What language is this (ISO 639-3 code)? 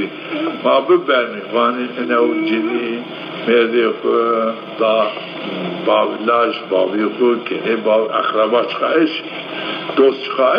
zza